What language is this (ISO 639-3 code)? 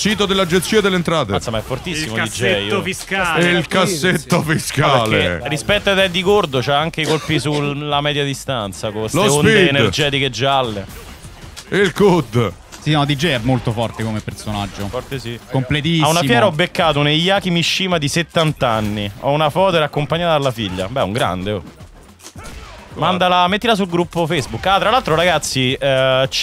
ita